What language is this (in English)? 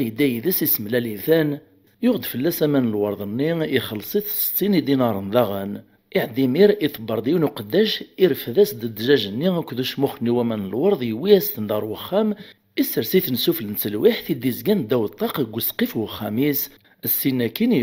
Kabyle